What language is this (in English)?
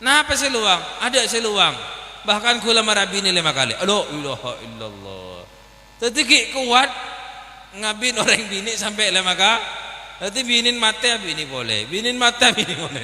Madurese